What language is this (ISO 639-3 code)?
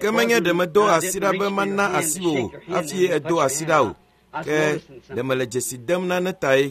ewe